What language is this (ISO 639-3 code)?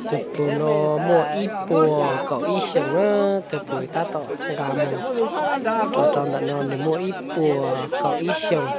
hmn